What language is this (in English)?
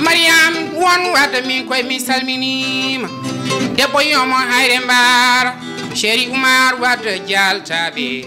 Fula